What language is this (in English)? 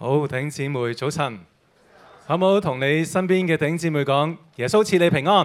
Cantonese